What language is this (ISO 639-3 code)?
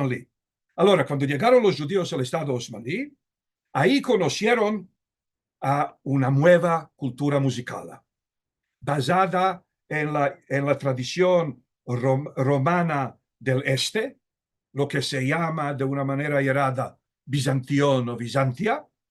lad